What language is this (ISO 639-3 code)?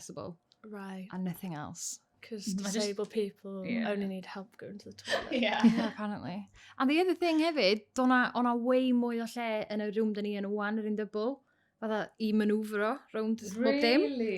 cym